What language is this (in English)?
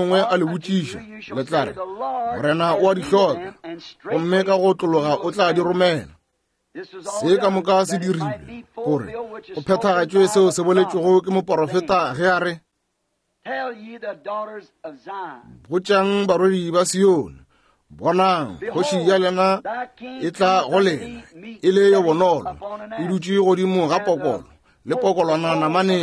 Northern Sotho